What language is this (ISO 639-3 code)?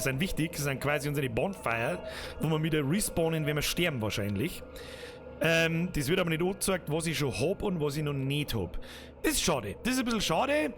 bar